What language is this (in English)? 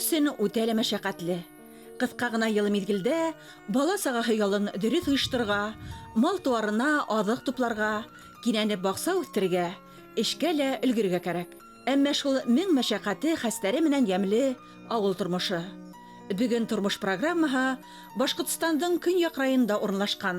Bashkir